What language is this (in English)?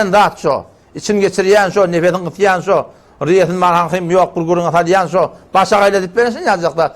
Turkmen